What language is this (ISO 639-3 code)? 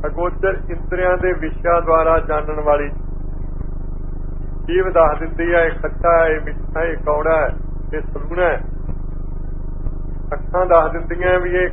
pan